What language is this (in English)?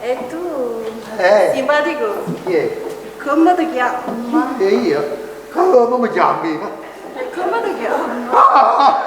Neapolitan